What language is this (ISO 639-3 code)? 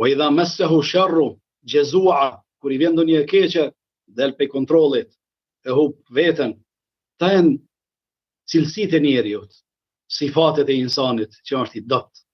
sqi